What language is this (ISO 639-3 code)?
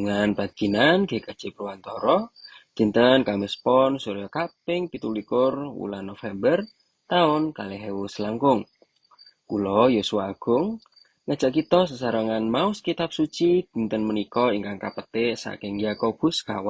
jav